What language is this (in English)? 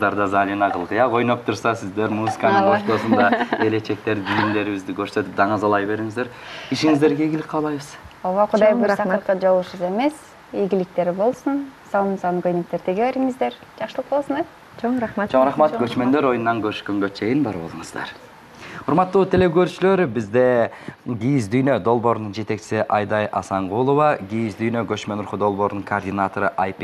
Kyrgyz